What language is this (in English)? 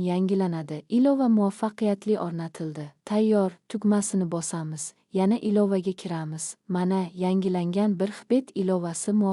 Uzbek